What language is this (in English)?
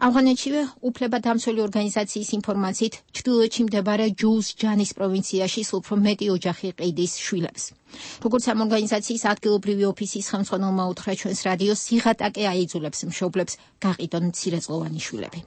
Georgian